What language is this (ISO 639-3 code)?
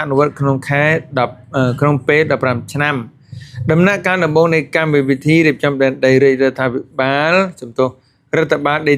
khm